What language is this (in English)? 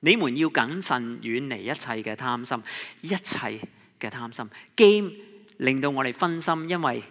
Cantonese